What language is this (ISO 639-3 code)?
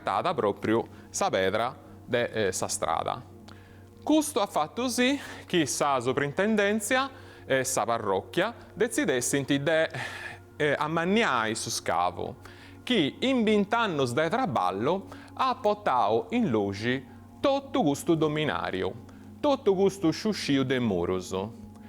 srd